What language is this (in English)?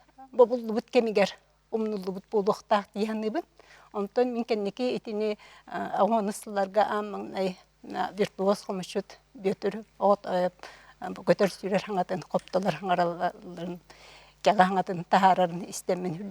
Yakut